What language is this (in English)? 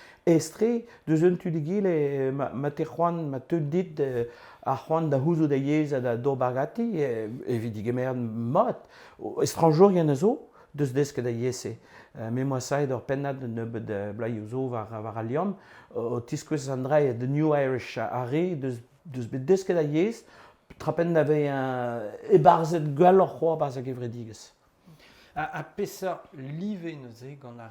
Breton